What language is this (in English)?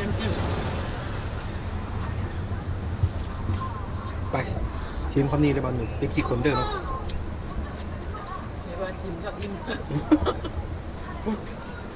Thai